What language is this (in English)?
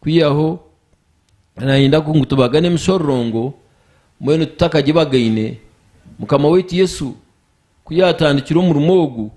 Nyankole